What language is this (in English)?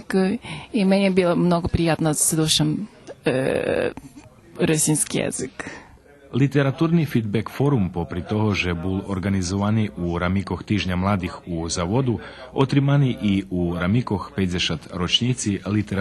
Rusyn